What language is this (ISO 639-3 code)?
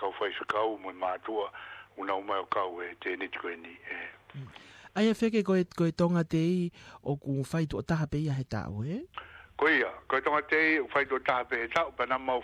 ton